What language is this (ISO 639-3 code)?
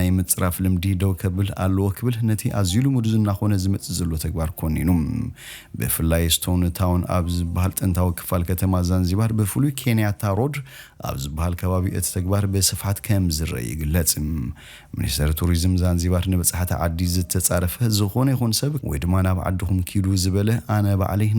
tir